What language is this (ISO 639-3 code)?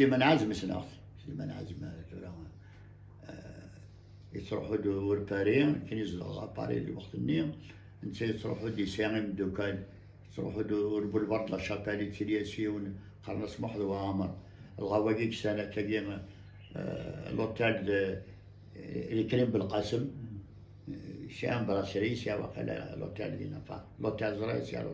kab